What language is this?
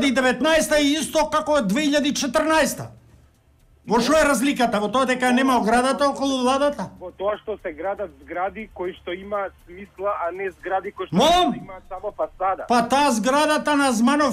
Macedonian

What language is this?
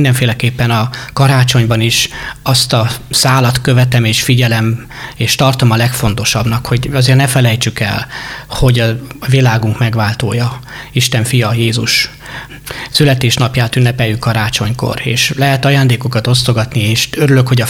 Hungarian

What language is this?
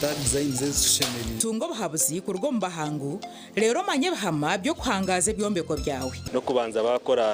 Nyankole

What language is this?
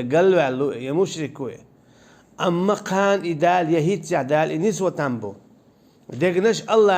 Chechen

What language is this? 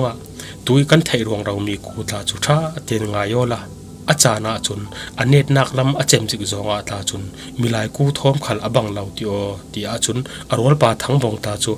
Falam Chin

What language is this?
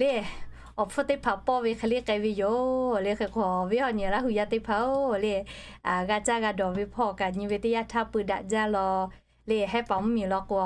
Lahu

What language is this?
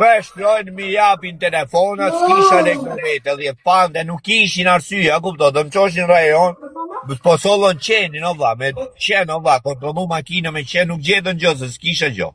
Albanian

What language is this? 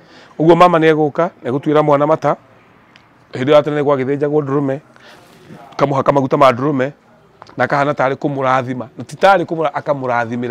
Kikuyu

